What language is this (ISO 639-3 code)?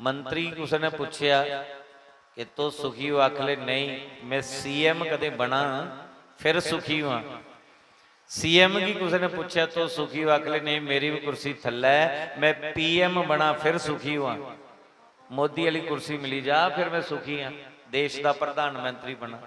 doi